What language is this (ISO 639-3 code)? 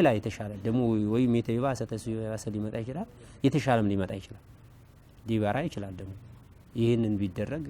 amh